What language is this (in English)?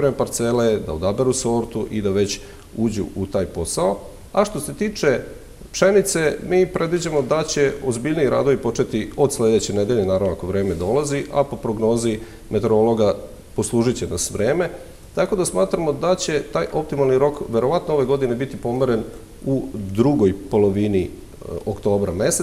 Serbian